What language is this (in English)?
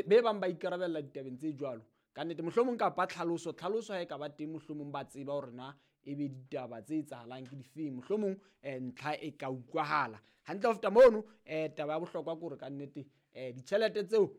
Southern Sotho